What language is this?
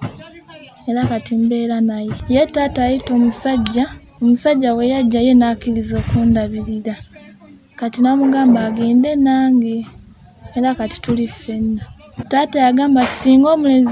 Ganda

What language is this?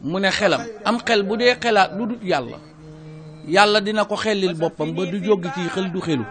Wolof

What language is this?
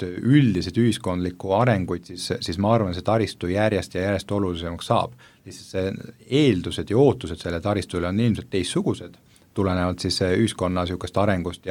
Estonian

